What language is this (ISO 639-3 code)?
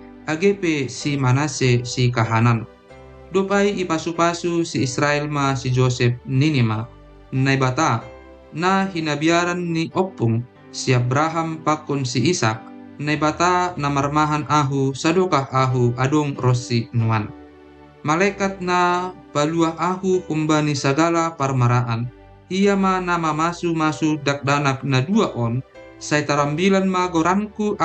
bts